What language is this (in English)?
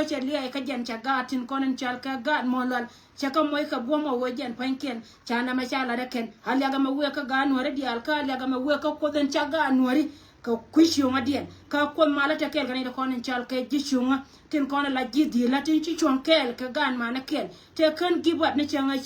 Nuer